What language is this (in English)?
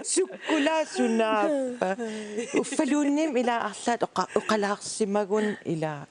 Kalaallisut